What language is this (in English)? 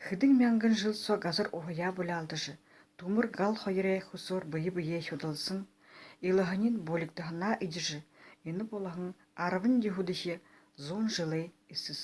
Buriat